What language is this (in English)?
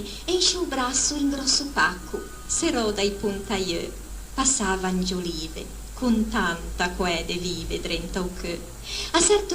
Ligurian